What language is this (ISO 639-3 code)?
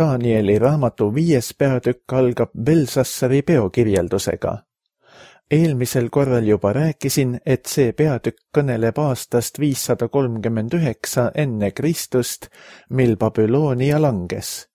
est